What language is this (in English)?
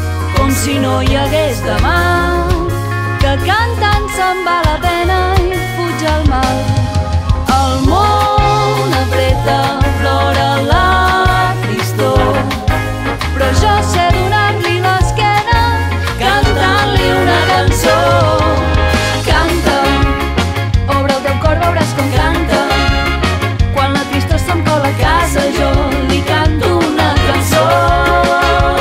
Catalan